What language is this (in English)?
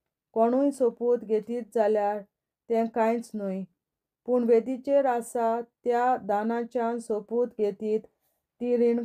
Konkani